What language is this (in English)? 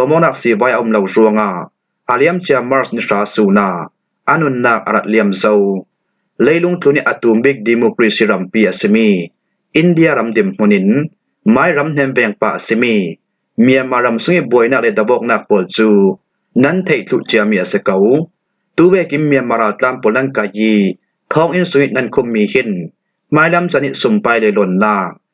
Falam Chin